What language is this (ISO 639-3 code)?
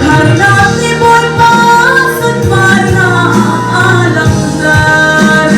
cnh